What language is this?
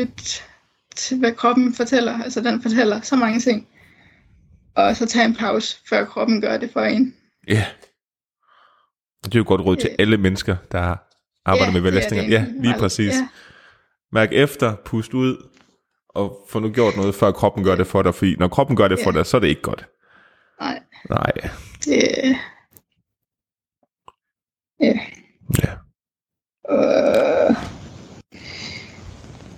Danish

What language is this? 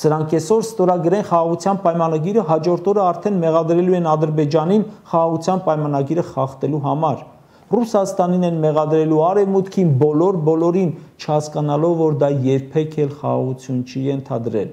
Armenian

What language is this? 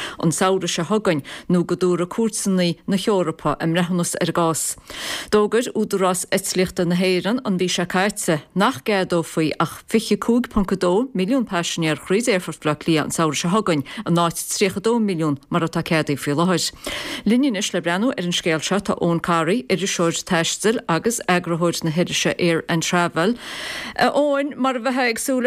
Irish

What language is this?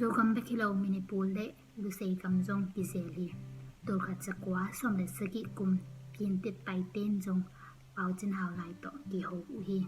Tedim Chin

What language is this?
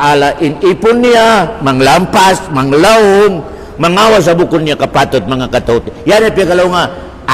Tausug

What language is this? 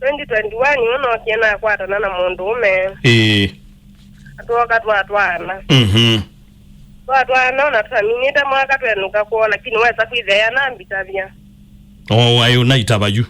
Kamba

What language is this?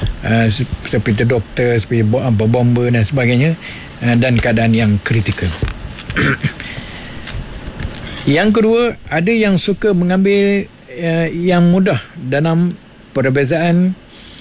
Malay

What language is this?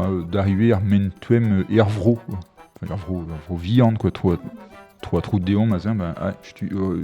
Breton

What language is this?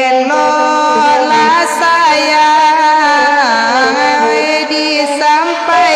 Minangkabau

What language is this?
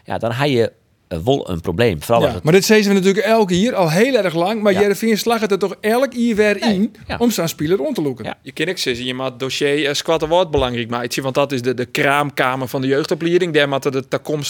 Western Frisian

